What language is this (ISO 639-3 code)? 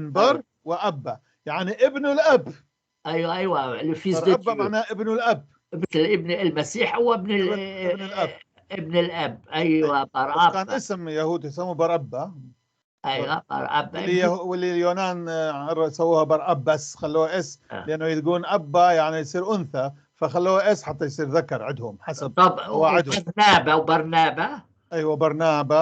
apc